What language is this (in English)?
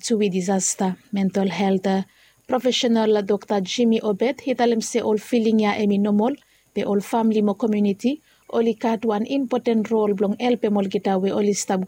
Bislama